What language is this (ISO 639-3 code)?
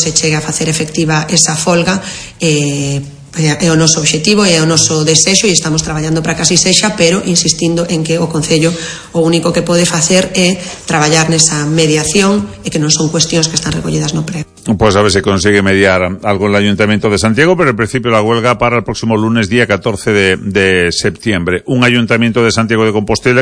glg